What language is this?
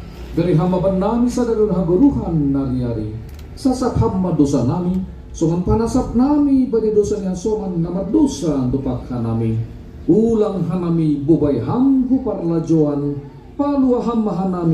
Batak Simalungun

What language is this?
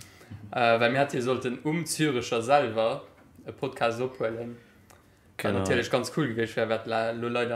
Luxembourgish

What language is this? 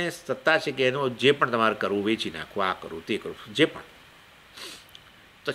Gujarati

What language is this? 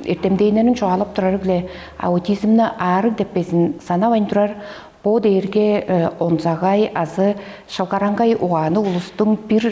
Tuvinian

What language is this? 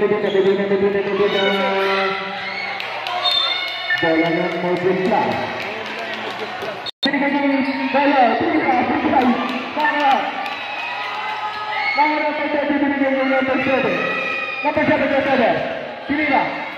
Filipino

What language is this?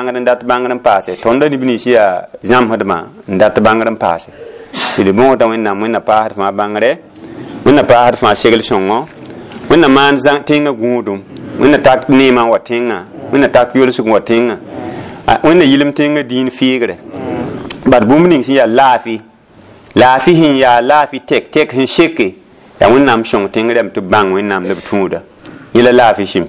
Mossi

